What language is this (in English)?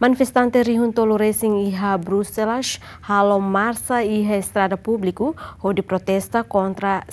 Tetum